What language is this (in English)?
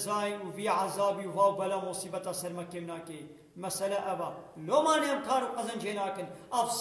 Kurdish